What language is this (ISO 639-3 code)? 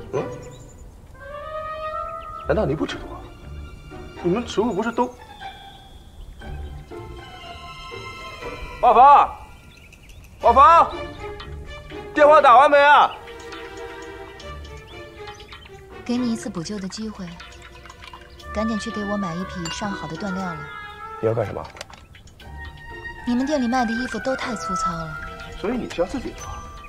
zho